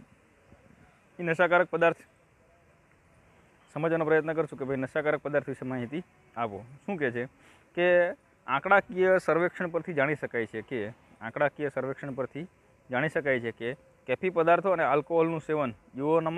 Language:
Gujarati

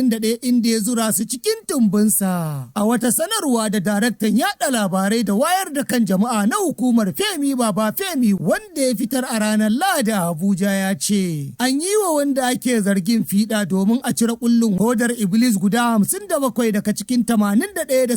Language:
Hausa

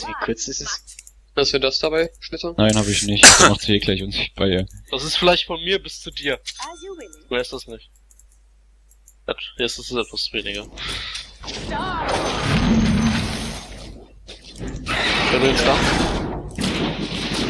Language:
German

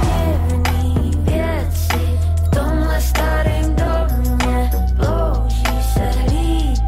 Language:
Czech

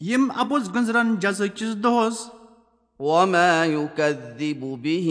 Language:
Kashmiri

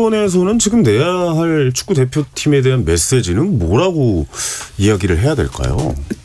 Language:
Korean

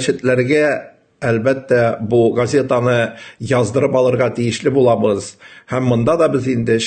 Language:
Tatar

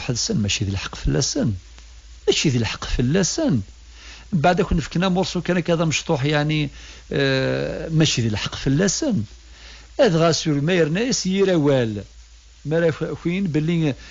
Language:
Kabyle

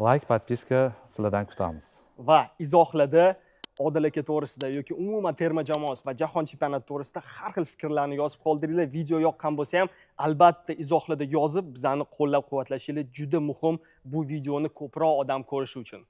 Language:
Uzbek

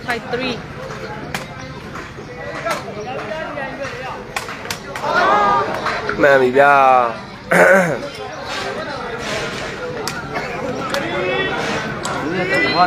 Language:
Burmese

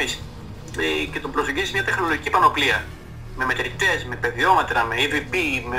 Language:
Greek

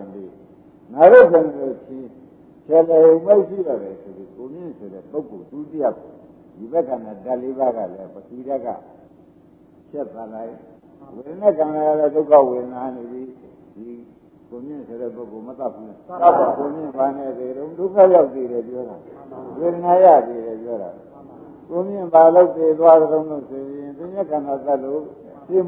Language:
Burmese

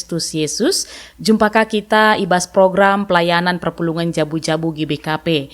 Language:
Batak Karo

